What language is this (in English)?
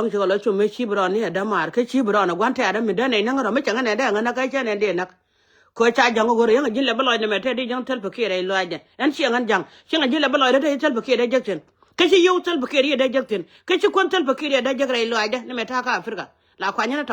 Nuer